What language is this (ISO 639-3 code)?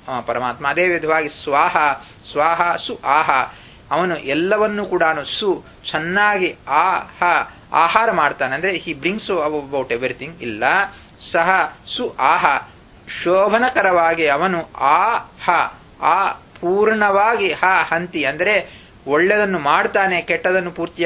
kan